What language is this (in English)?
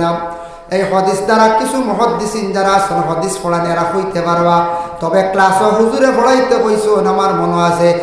Sylheti